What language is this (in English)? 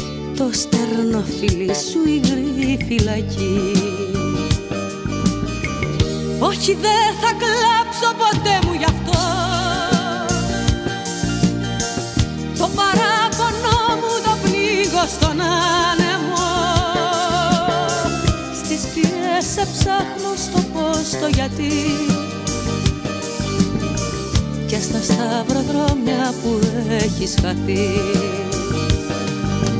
Greek